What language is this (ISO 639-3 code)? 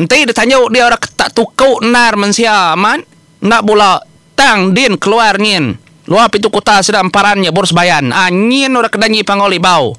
iba